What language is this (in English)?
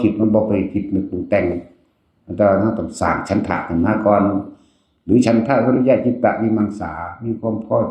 Northeastern Thai